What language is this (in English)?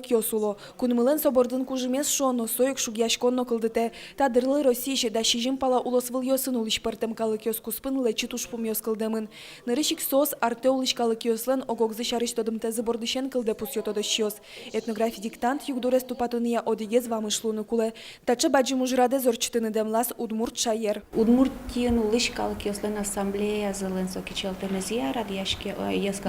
Udmurt